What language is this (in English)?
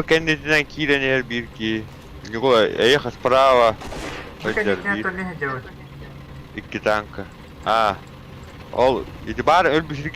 Yakut